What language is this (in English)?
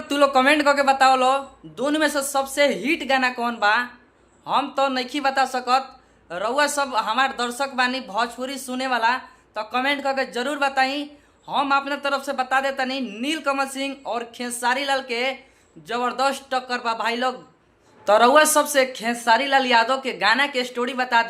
Bhojpuri